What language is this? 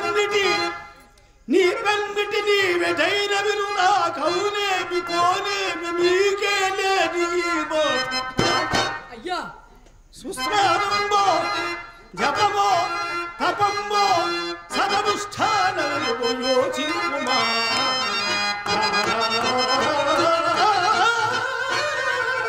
Telugu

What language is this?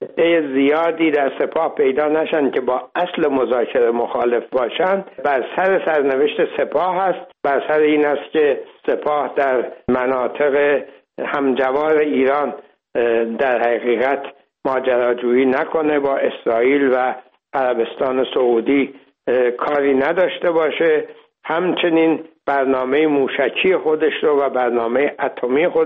Persian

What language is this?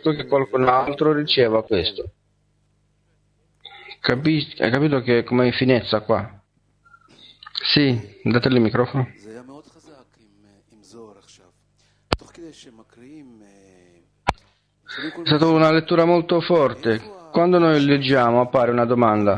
Italian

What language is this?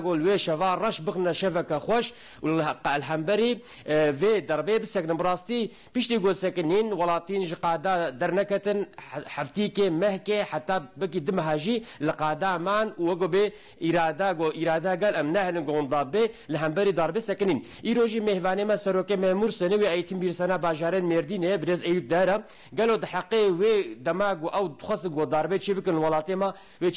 Kurdish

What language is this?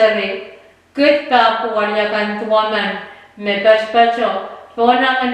Pohnpeian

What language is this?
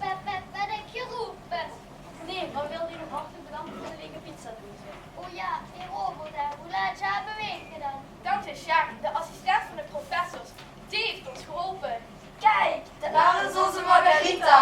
Limburgish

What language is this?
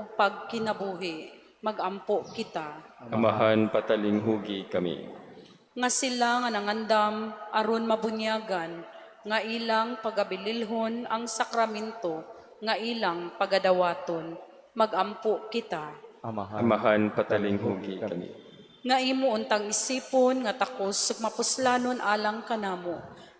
Cebuano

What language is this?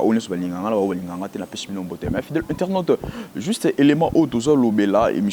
Lingala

